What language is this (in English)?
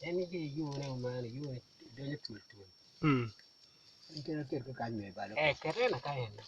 Acoli